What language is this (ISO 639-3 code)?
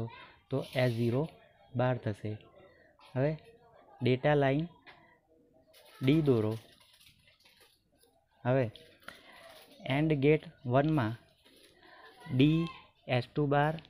guj